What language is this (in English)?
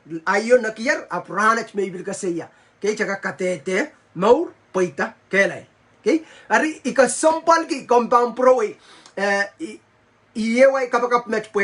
Pohnpeian